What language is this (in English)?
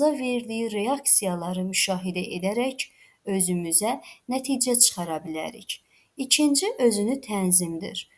Azerbaijani